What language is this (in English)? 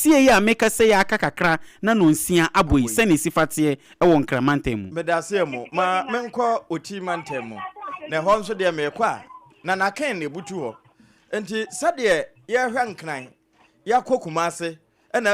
Akan